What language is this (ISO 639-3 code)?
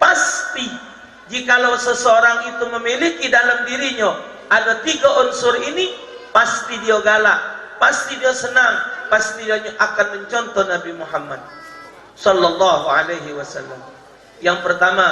mui